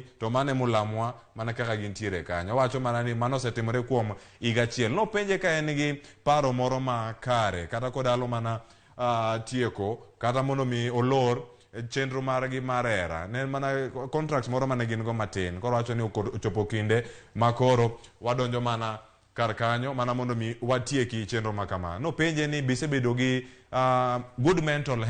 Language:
Luo (Kenya and Tanzania)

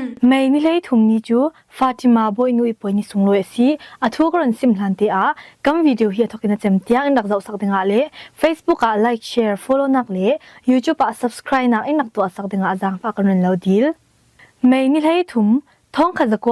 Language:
Falam Chin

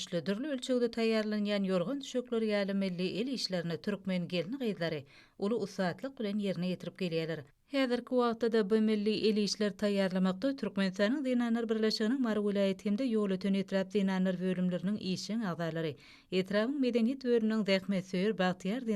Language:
Turkmen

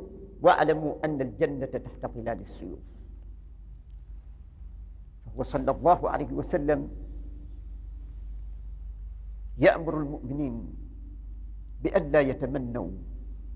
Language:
Arabic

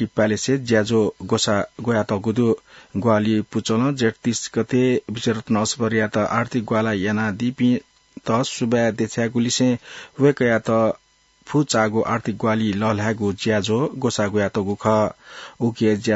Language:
Newari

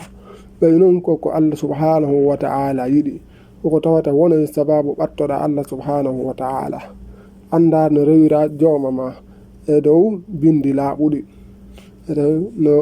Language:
Fula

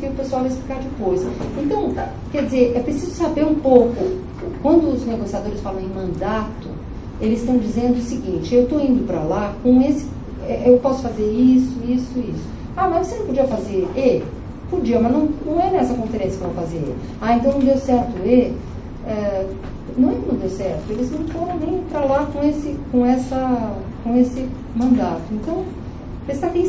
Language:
Portuguese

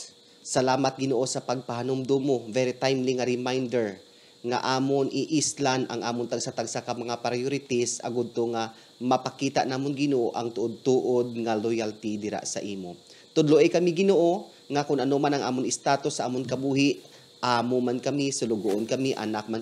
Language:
Hiligaynon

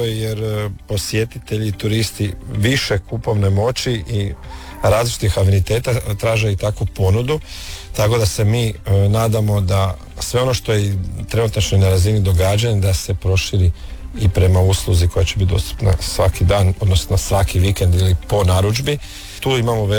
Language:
Croatian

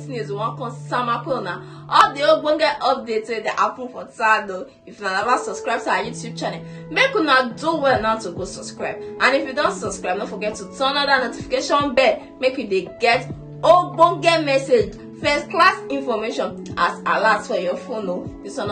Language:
Nigerian Pidgin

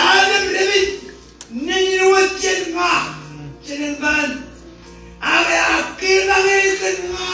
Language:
Marshallese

